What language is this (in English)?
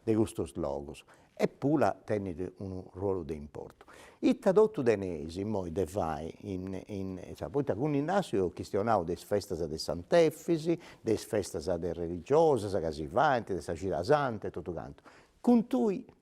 Sardinian